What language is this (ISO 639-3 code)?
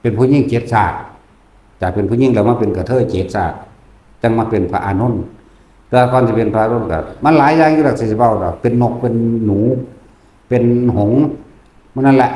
tts